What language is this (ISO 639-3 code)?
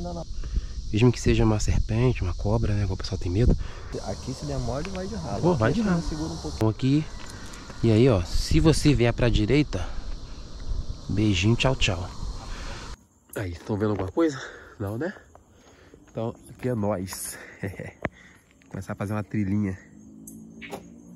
por